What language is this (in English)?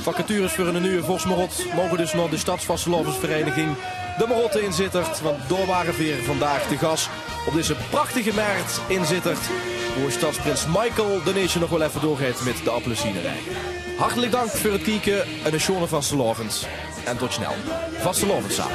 Limburgish